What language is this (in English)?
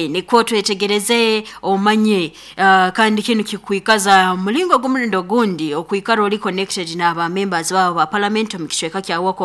Nyoro